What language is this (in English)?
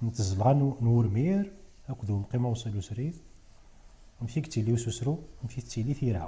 Kabyle